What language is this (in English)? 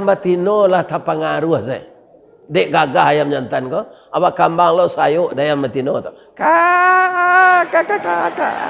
Minangkabau